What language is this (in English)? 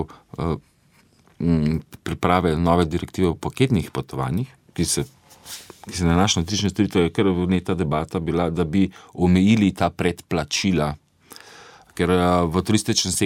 Slovenian